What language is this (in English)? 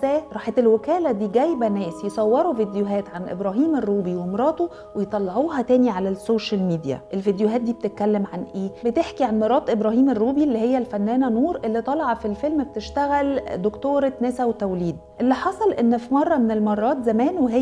Egyptian Arabic